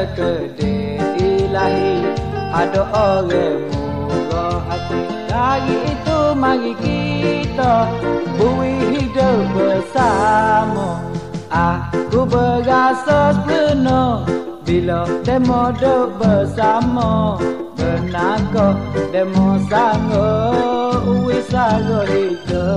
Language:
Pattani Malay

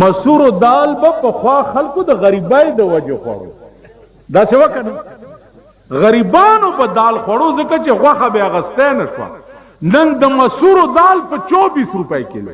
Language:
Pashto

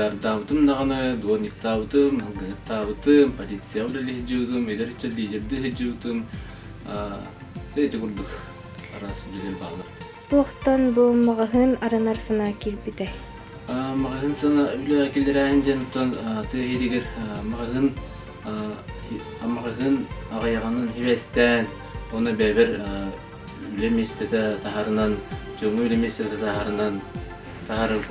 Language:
Yakut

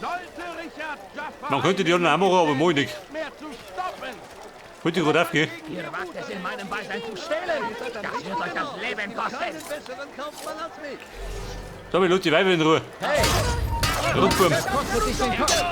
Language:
Bavarian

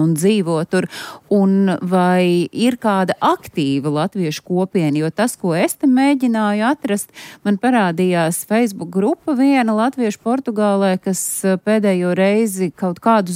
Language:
Latvian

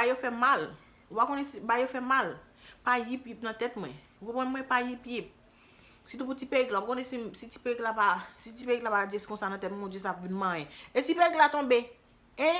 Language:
Haitian Creole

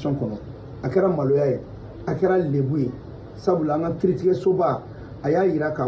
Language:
Bambara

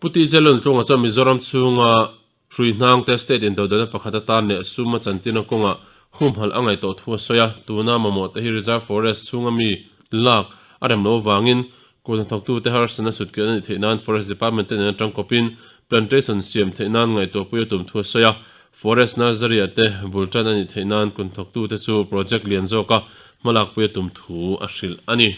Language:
Mizo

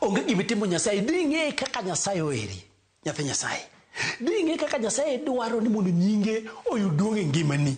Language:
Luo (Kenya and Tanzania)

